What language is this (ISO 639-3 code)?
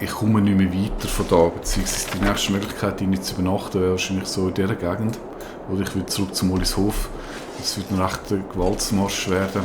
gsw